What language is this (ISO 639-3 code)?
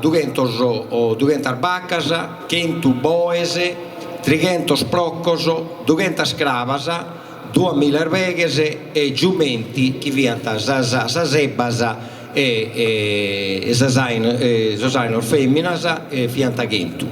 srd